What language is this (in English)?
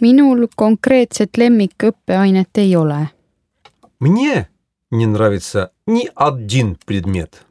Estonian